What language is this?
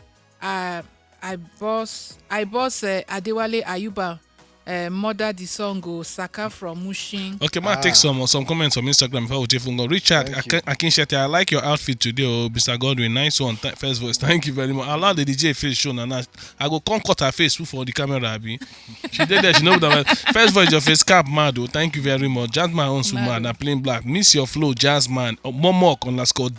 Nigerian Pidgin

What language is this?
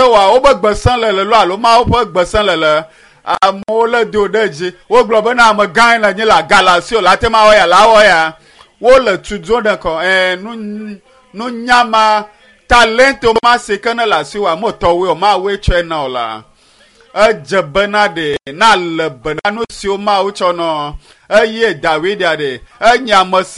Ewe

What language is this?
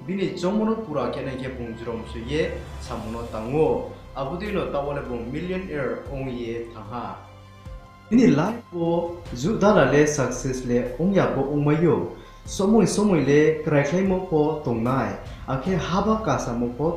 Riang (India)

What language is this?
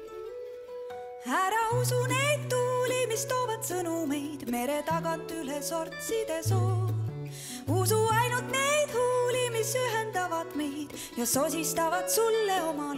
Estonian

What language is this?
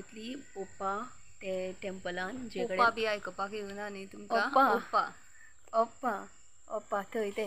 Konkani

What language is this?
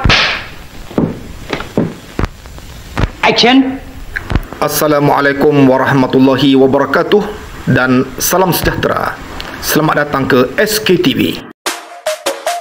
Malay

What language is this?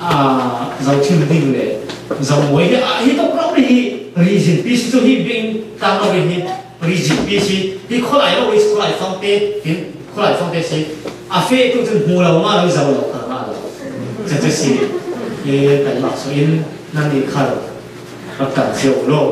Falam Chin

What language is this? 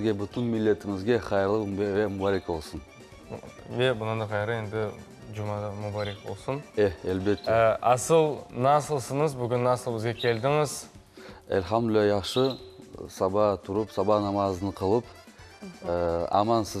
Crimean Tatar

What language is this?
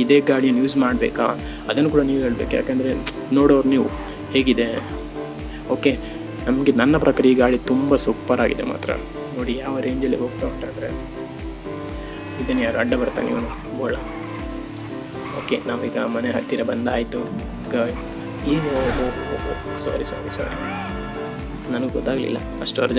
Kannada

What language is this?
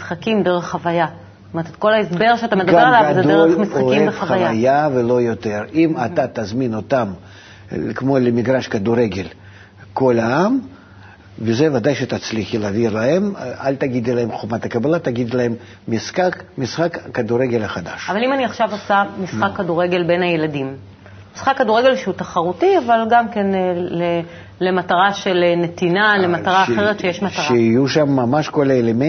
Hebrew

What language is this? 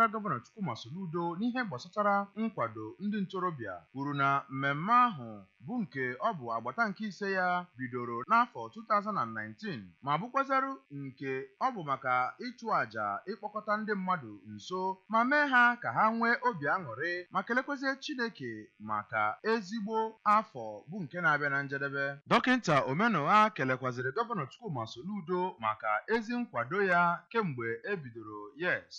Igbo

